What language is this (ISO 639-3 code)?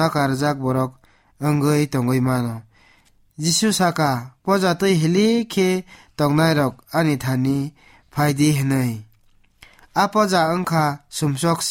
trp